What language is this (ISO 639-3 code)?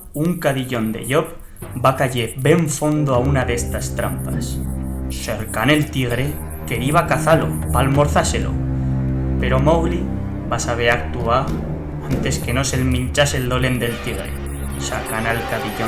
arg